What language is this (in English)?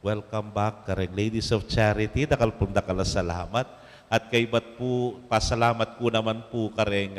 Pampanga